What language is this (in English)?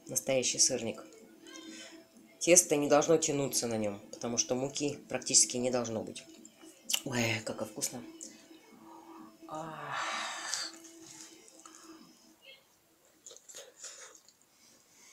Russian